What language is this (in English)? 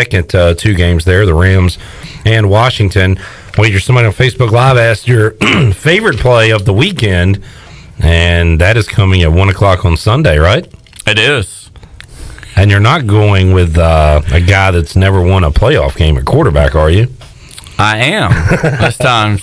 English